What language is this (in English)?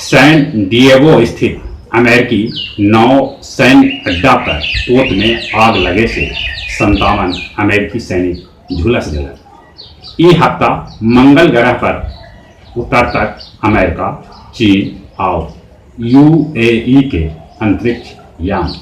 Magahi